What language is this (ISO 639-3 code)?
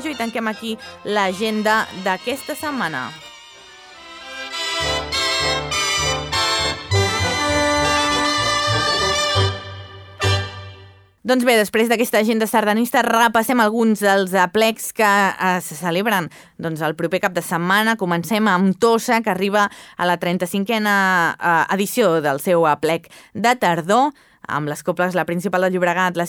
cat